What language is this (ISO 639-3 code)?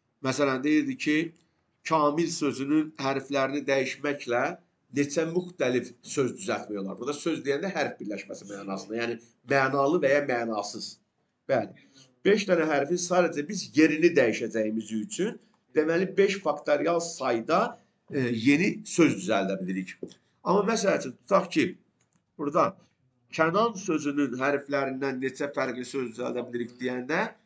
aze